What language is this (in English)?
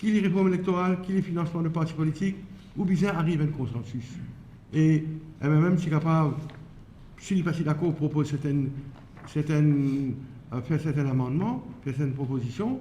Morisyen